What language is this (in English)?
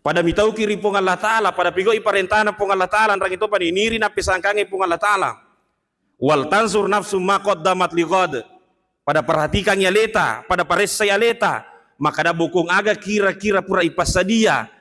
Buginese